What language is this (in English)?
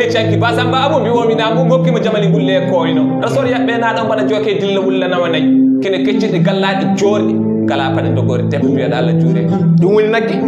Fula